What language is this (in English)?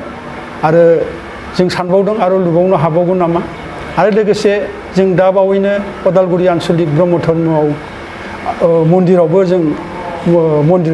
Bodo